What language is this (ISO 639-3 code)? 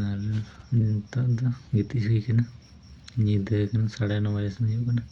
sat